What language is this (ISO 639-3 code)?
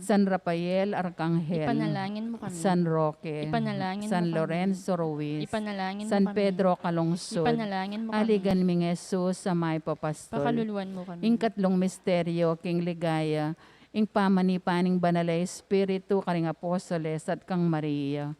pam